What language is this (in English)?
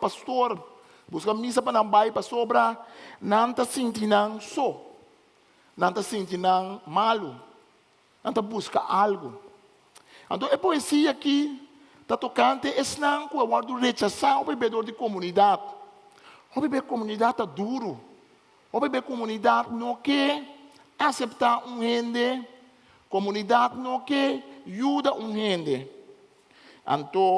Papiamento